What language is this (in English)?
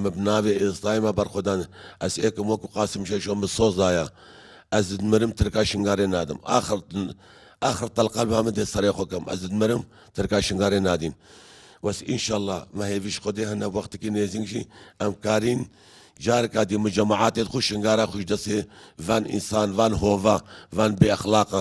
Kurdish